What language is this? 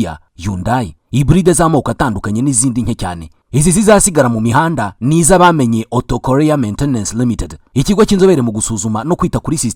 Kinyarwanda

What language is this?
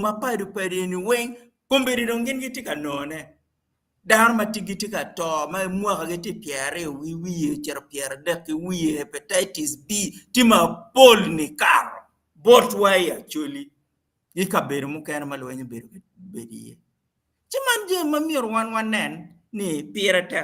Acoli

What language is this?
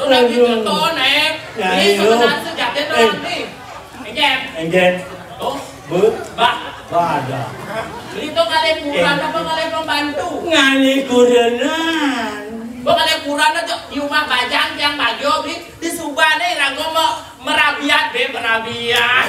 Balinese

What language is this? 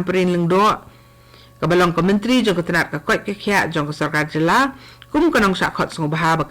Khasi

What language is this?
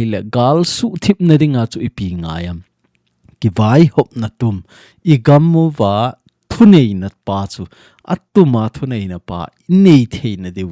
Thado Chin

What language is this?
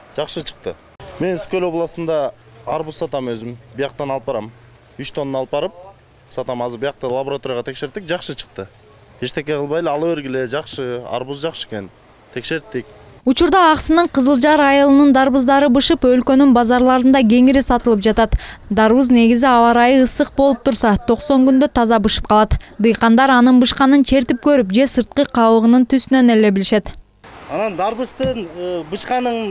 Kyrgyz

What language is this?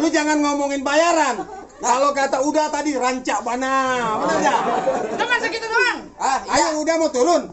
Betawi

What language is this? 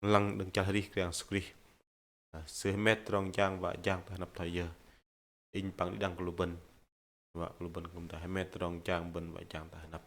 Bahnar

